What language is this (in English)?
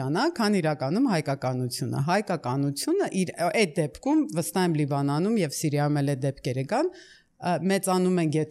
Armenian